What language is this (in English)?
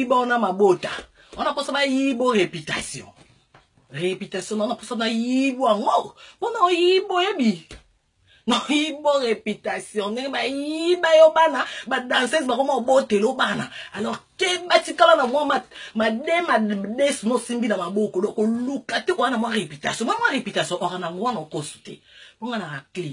Lingala